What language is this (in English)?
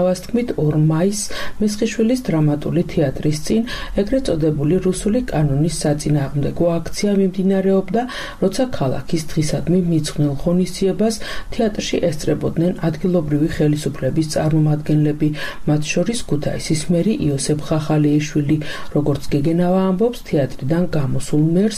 Georgian